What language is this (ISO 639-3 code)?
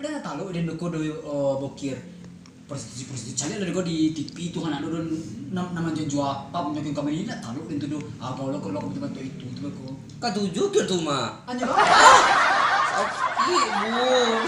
min